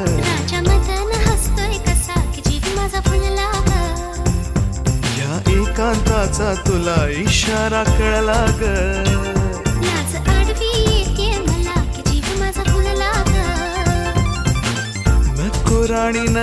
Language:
Marathi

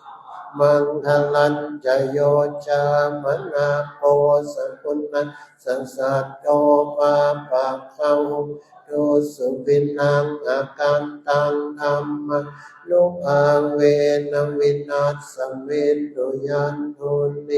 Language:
Pali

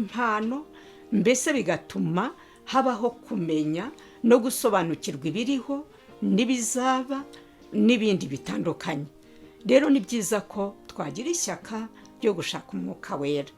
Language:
Kinyarwanda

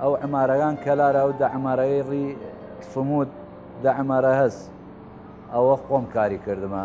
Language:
Southern Kurdish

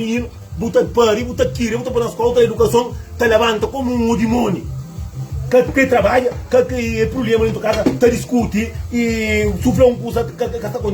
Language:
Kabuverdianu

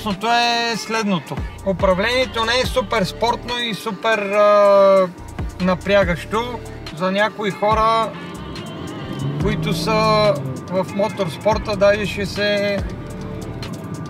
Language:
Bulgarian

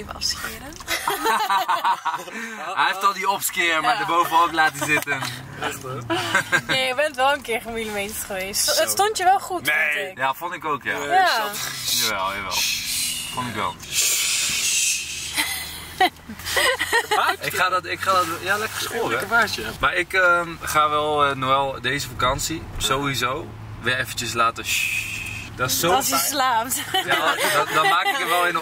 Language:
Dutch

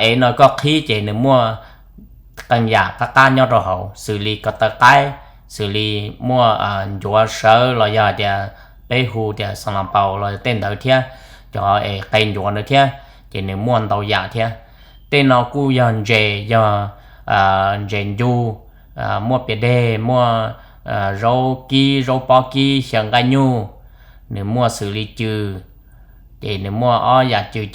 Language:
Hmong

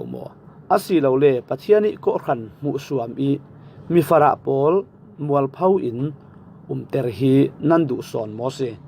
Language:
Falam Chin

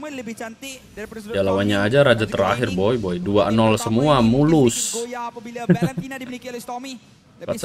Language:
Malay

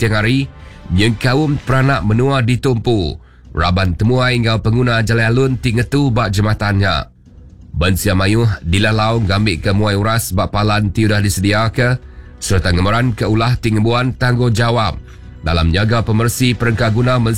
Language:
Iban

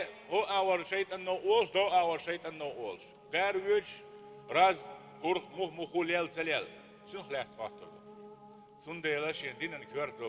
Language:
Chechen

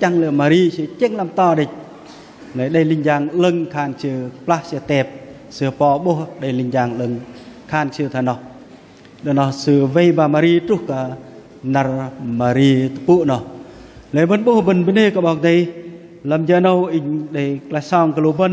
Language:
Bahnar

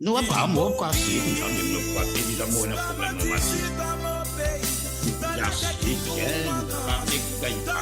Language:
Morisyen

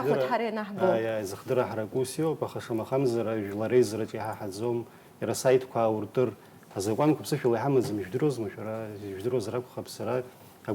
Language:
Abkhazian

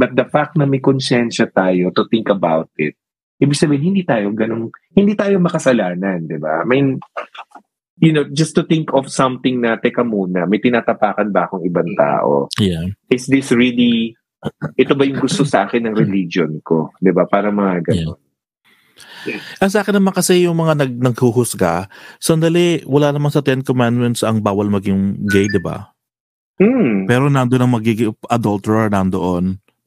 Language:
Filipino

